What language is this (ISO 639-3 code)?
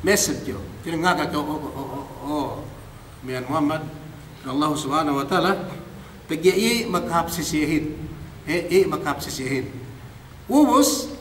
yka